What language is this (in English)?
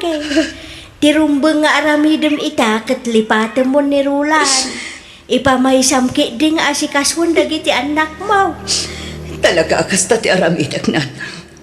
Iloko